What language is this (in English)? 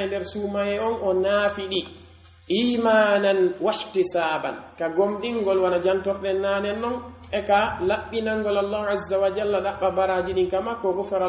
Pular